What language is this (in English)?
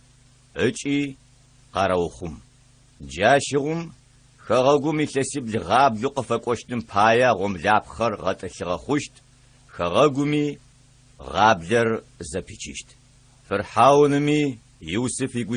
Adyghe